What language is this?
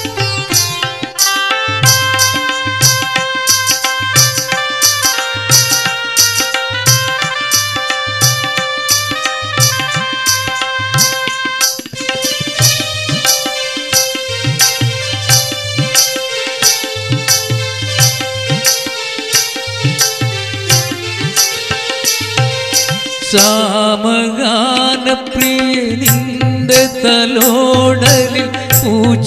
Malayalam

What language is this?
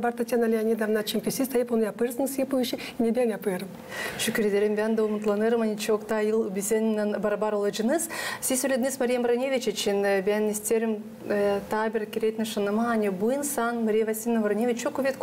Gagauz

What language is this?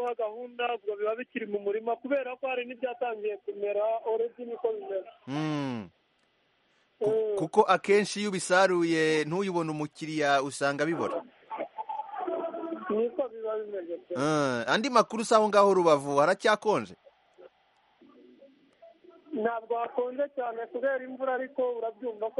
Kinyarwanda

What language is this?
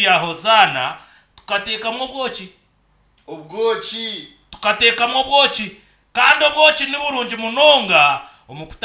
Nyankole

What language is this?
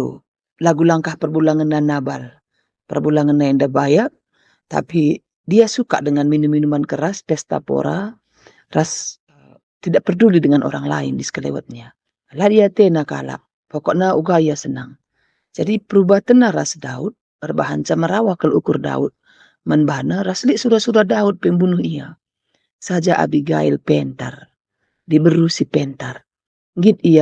Batak Karo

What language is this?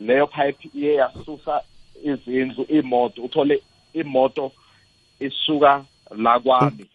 South Ndebele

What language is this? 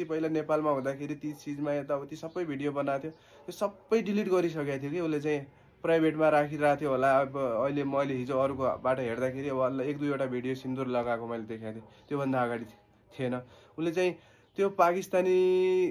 Nepali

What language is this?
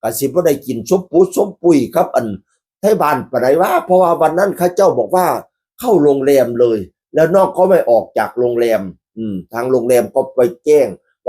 Northeastern Thai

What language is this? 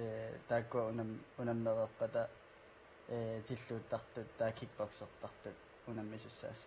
Kalaallisut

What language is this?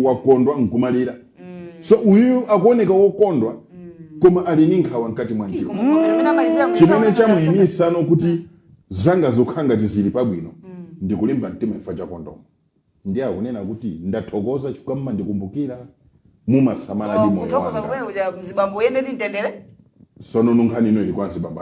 Nyanja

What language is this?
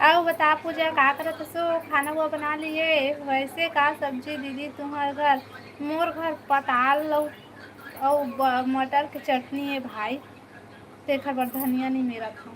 Chhattisgarhi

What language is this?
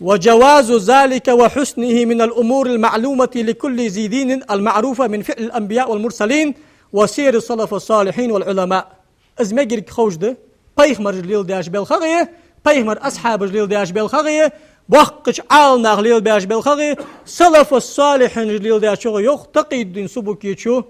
Ingush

